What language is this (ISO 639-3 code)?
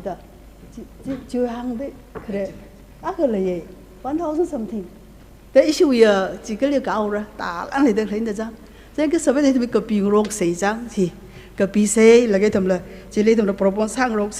nmf